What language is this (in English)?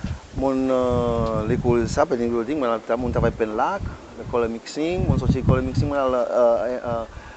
Seselwa Creole French